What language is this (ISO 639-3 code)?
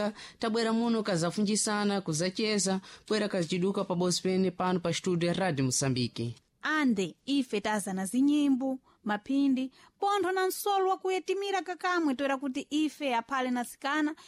seh